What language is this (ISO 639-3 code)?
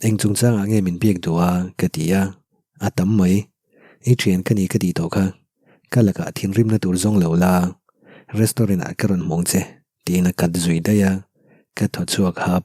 lus